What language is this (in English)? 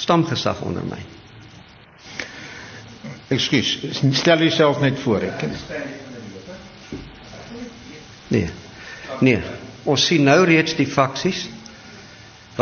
Afrikaans